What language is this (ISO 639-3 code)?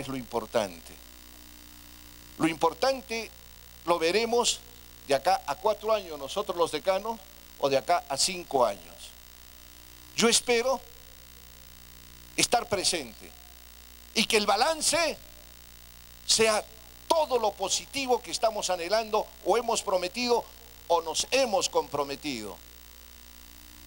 spa